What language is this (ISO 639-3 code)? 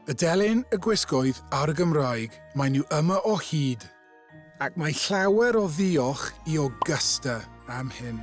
cym